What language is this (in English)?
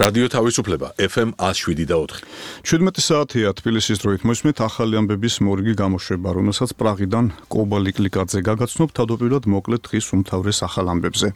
Georgian